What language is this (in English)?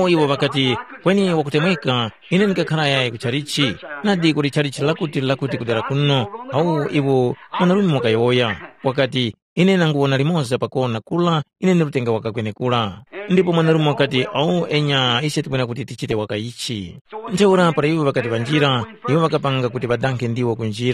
Tumbuka